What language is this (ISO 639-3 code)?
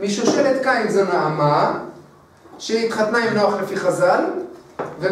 heb